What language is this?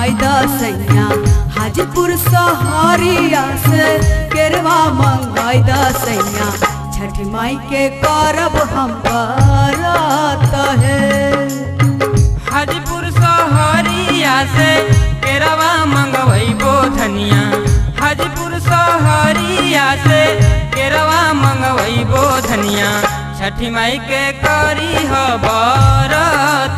Bhojpuri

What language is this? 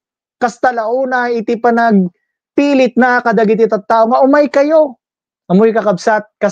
Iloko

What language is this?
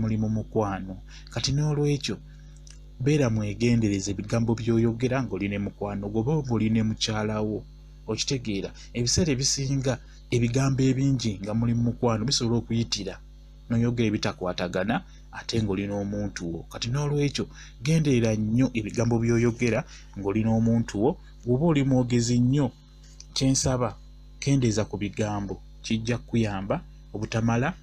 Ganda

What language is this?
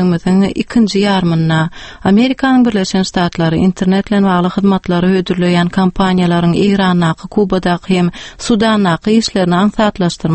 Turkmen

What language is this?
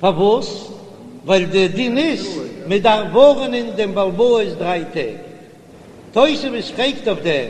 Yiddish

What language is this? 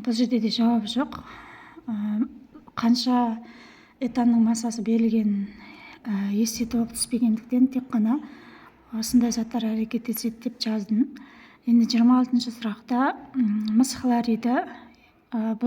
Kazakh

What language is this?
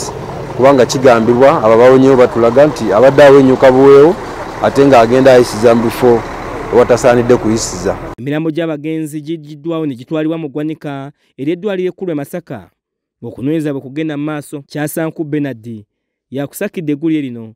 Ganda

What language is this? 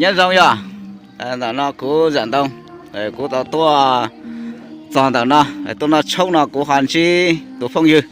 Hmong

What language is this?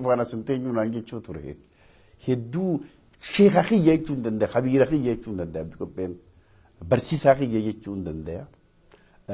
Oromo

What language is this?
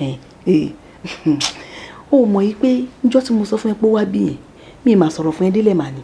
Yoruba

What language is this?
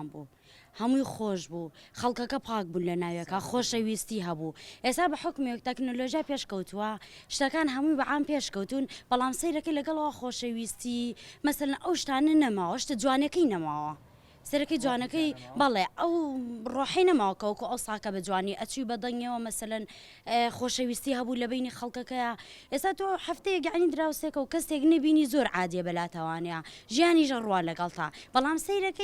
Central Kurdish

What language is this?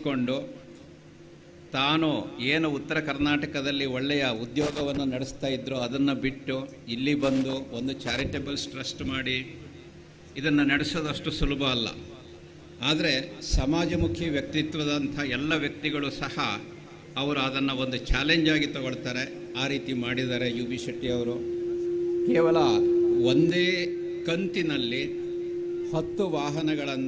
Kannada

